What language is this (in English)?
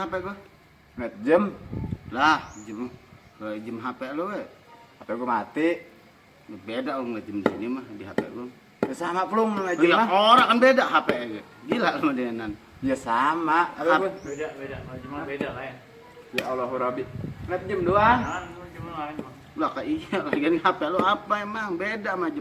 Betawi